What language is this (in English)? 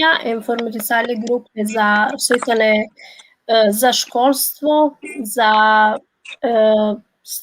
Balkan Romani